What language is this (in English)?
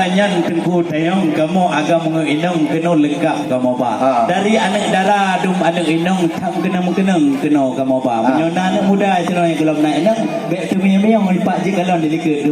Achinese